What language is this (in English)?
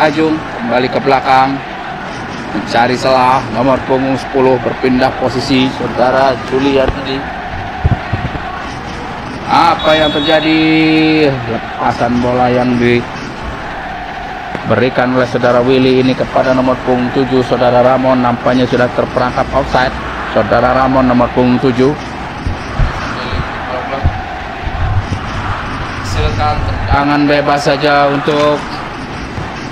Indonesian